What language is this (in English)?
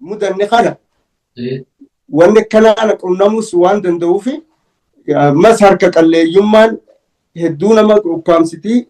Oromo